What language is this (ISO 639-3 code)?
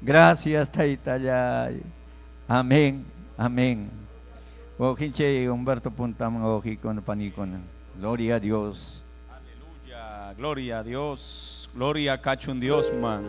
quy